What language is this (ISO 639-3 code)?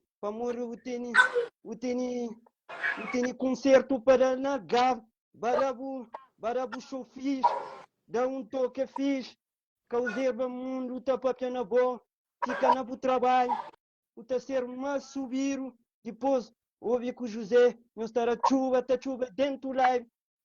kea